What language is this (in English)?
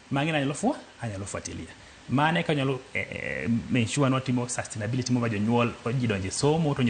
Luo (Kenya and Tanzania)